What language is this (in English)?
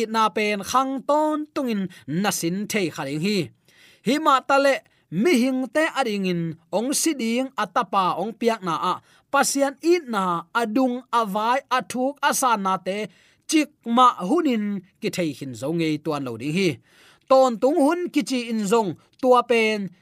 Tedim Chin